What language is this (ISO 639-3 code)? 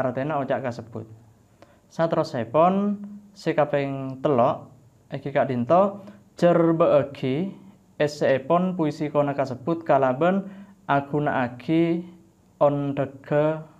mad